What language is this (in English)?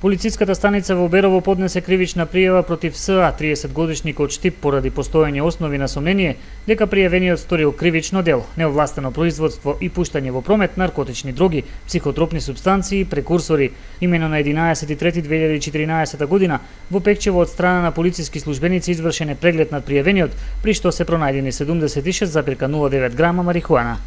Macedonian